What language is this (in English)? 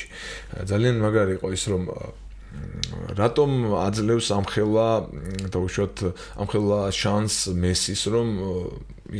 Georgian